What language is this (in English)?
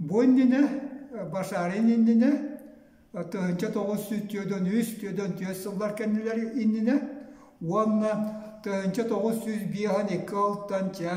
Yakut